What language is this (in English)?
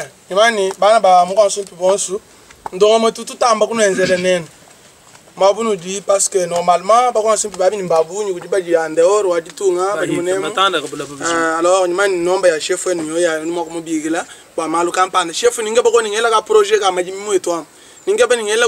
Luba-Lulua